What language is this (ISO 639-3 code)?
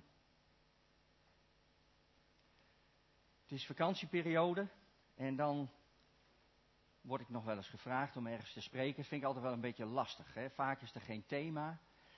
nld